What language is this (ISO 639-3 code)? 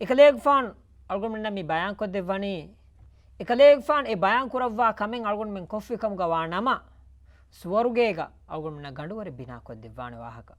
div